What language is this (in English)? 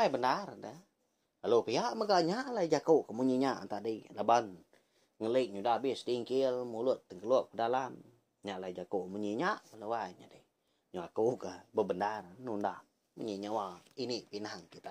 Iban